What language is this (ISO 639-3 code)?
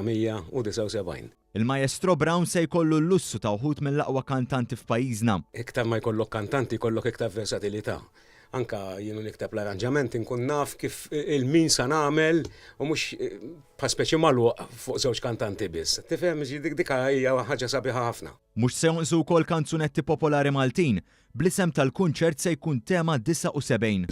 mlt